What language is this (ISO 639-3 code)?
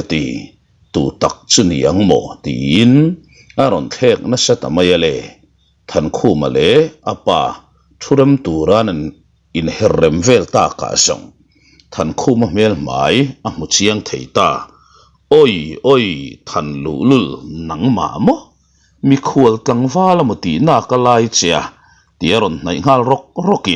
lus